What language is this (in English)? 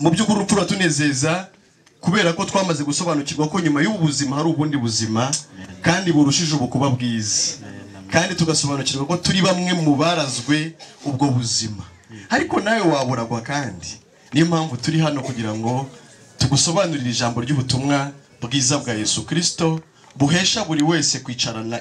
Kinyarwanda